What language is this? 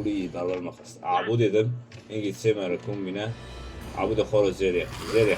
Kurdish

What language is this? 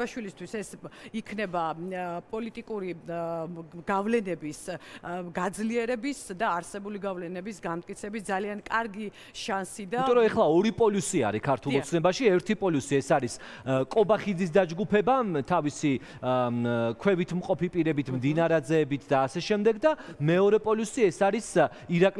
Georgian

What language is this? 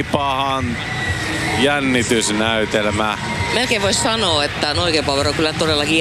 Finnish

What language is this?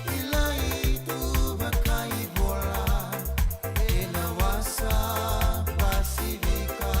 Fijian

